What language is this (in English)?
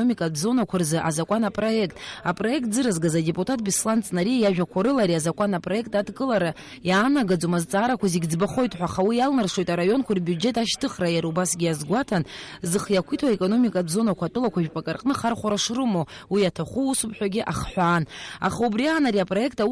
Abkhazian